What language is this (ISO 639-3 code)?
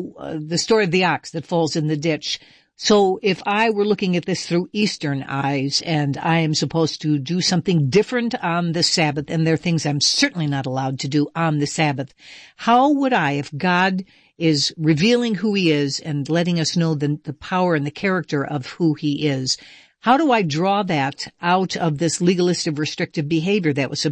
eng